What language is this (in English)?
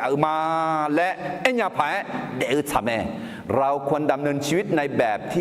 Akha